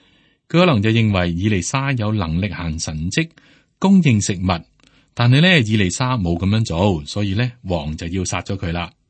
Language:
Cantonese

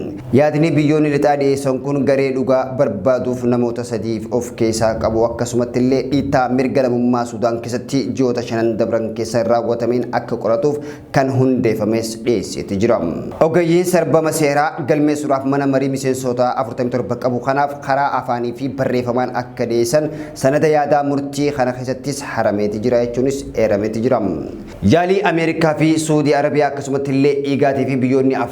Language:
Oromo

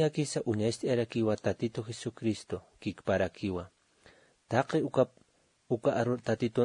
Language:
Aymara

